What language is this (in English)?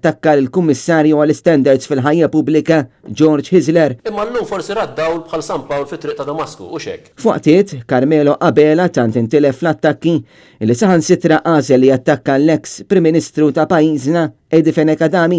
Maltese